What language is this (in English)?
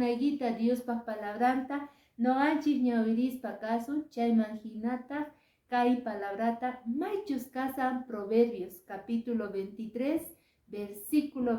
Quechua